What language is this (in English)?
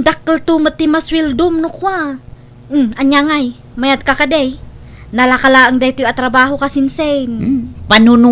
Iloko